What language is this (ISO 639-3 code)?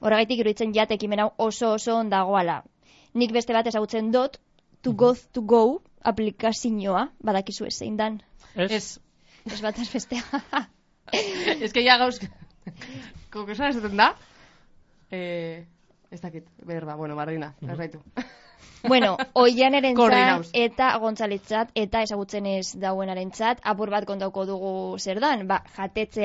eus